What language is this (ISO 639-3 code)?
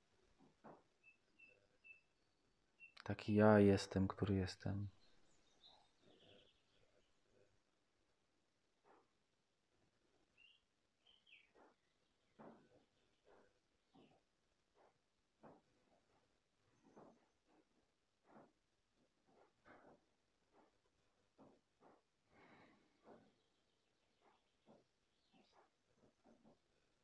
pol